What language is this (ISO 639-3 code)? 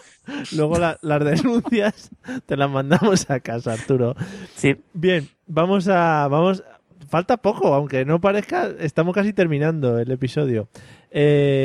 spa